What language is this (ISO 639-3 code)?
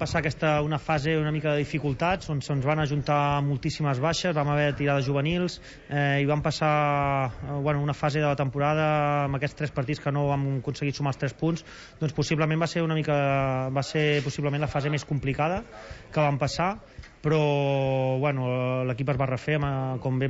cat